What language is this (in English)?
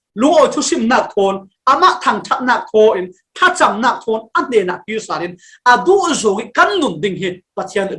Falam Chin